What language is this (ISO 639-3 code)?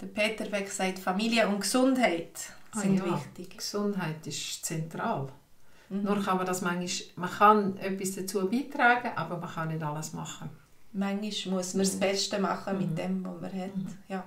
gsw